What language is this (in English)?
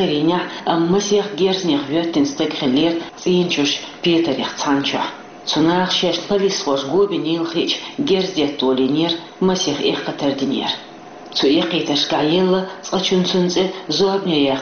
Chechen